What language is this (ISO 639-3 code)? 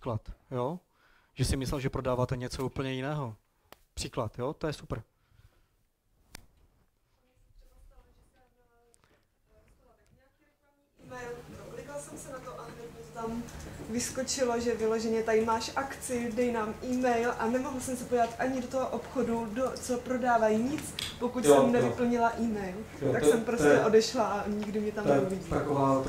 ces